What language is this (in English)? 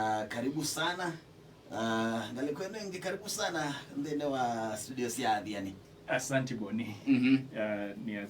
Kamba